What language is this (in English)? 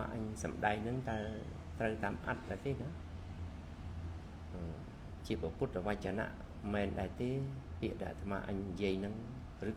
Khmer